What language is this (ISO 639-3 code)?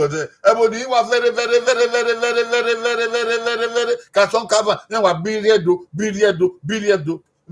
bin